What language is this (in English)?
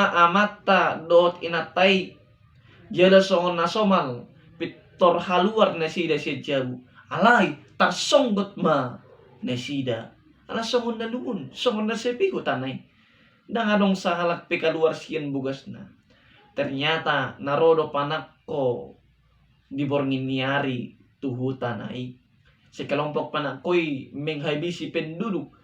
Batak Toba